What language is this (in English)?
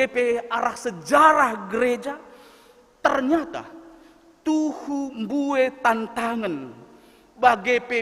Batak Karo